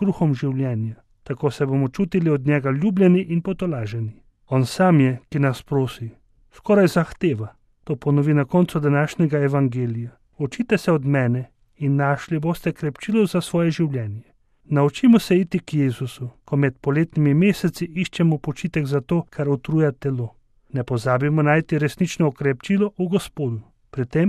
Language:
Slovenian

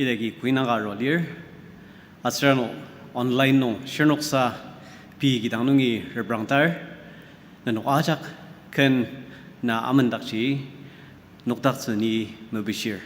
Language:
Ao Naga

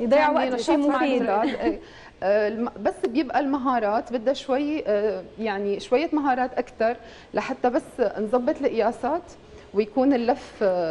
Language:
North Levantine Arabic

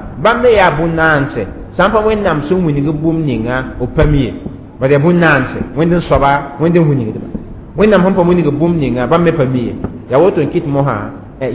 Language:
Mossi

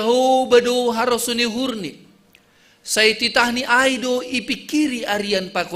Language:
Batak Simalungun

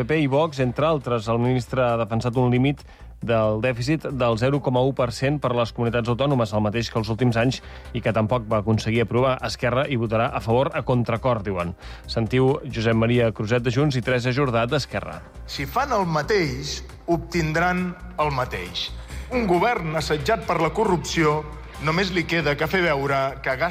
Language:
Catalan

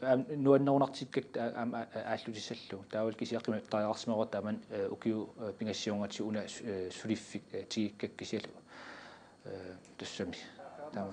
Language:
Kalaallisut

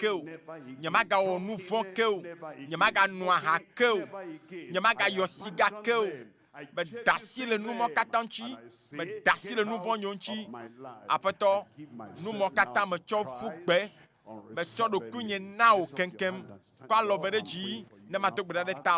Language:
Ewe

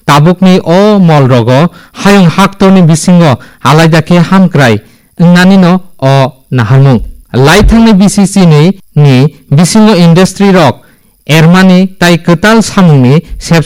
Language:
Kok Borok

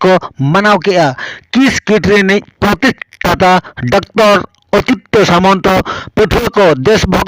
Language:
Santali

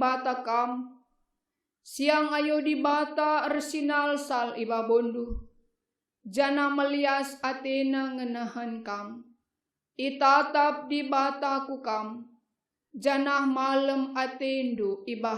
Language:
Batak Karo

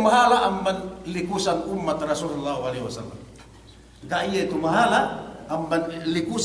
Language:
Yakan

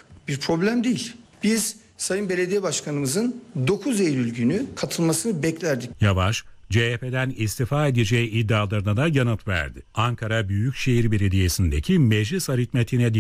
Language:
Turkish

